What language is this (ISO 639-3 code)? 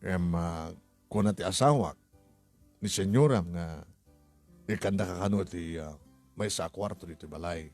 ilo